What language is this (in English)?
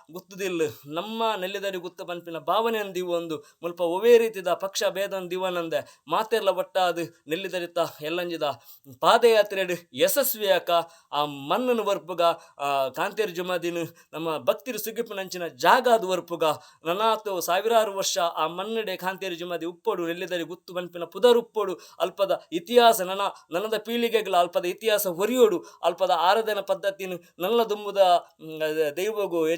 Tulu